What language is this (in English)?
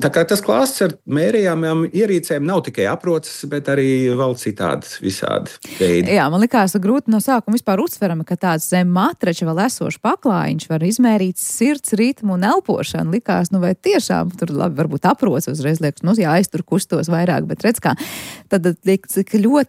Latvian